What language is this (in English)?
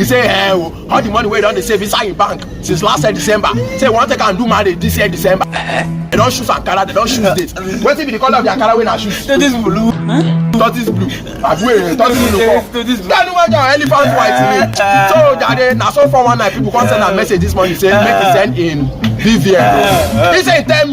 Nigerian Pidgin